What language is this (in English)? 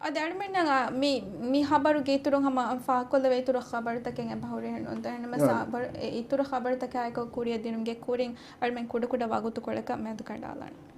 Divehi